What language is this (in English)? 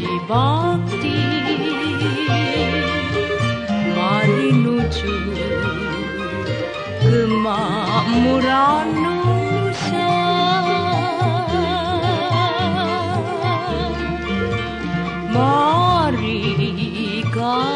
Indonesian